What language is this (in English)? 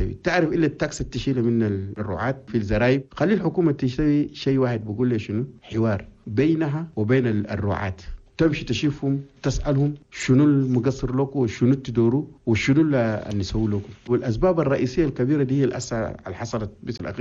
Chadian Arabic